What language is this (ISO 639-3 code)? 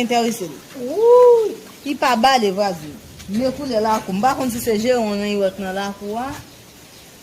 hat